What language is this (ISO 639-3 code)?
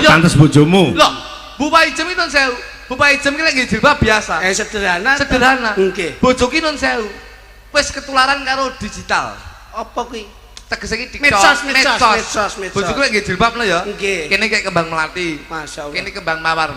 jav